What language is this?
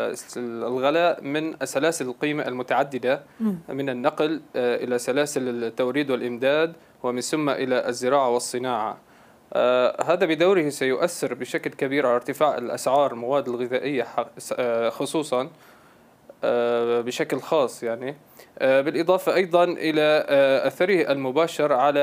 Arabic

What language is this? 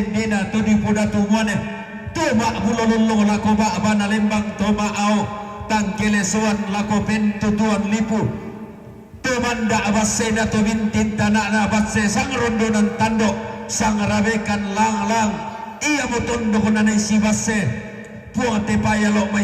Toraja-Sa'dan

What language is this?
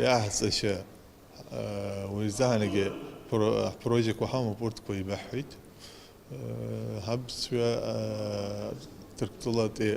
Abkhazian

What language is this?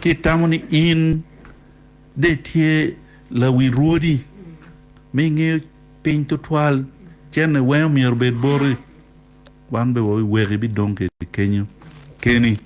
Acoli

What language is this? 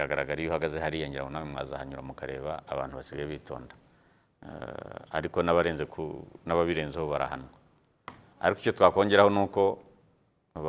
Kinyarwanda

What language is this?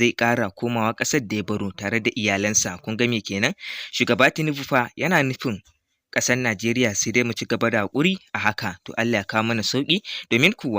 Hausa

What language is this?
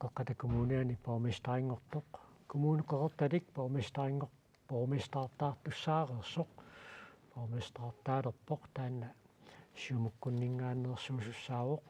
Kalaallisut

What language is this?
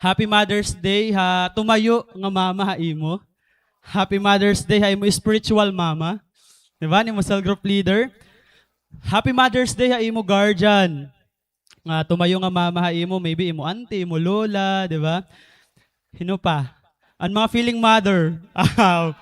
Waray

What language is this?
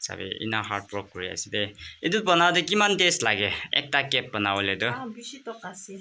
Naga Pidgin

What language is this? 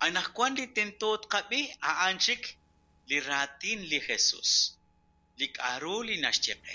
Kekchí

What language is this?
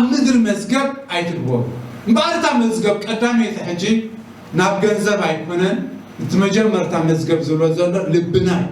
Tigrinya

